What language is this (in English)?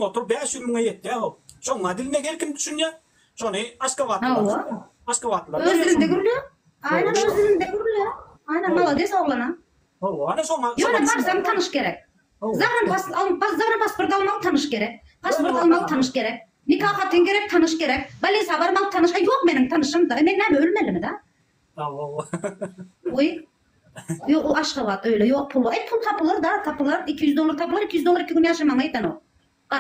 Turkmen